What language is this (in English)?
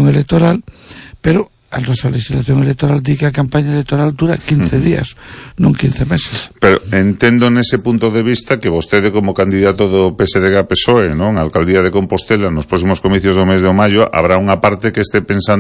Galician